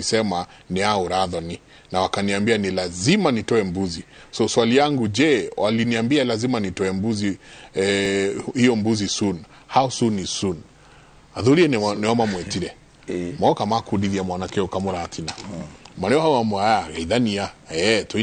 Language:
Kikuyu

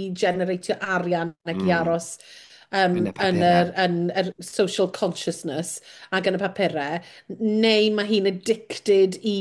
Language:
Welsh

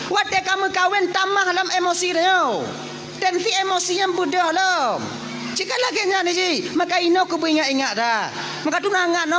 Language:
Achinese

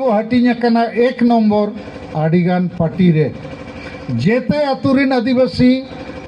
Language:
Santali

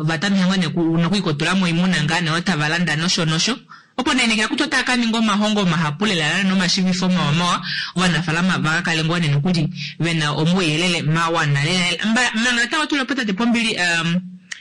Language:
Kuanyama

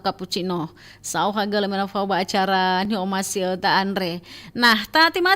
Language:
Nias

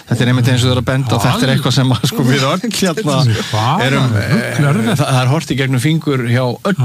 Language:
Icelandic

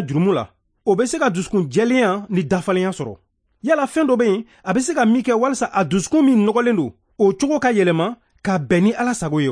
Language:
Bambara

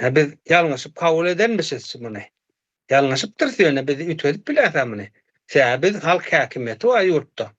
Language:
Turkmen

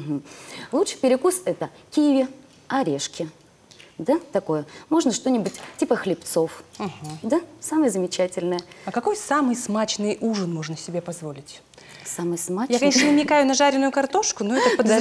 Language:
Russian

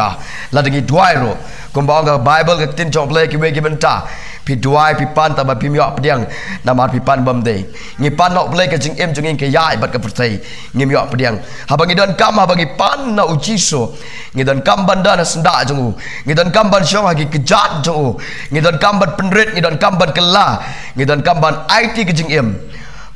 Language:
Khasi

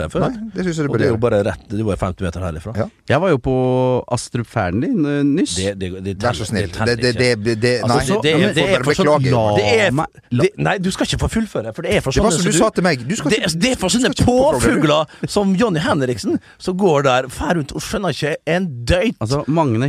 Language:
Norwegian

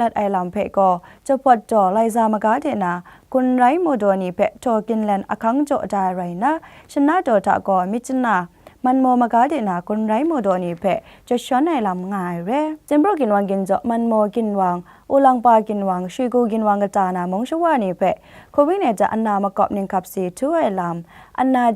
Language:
Kachin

